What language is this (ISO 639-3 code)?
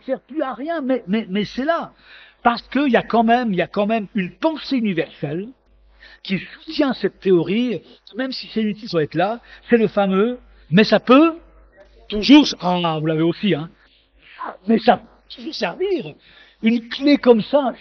fra